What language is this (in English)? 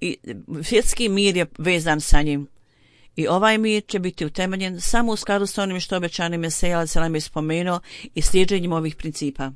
Bosnian